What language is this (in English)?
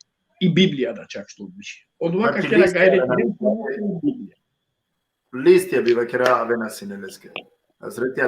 Balkan Romani